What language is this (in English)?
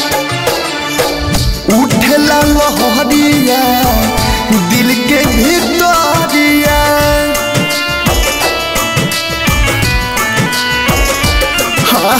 Bhojpuri